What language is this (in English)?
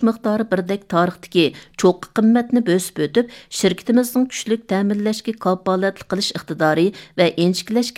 Uyghur